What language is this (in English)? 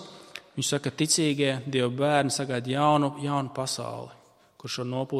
Latvian